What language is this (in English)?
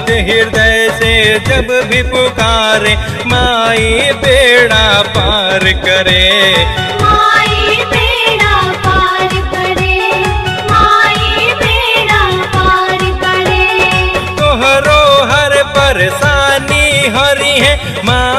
Bhojpuri